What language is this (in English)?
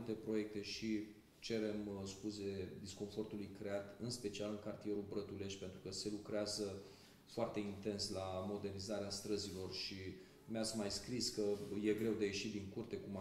Romanian